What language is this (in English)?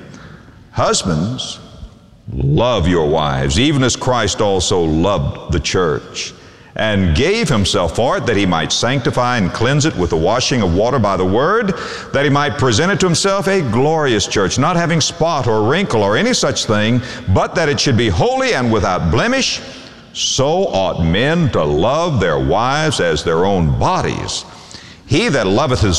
English